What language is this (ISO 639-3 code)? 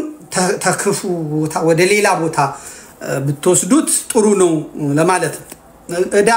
amh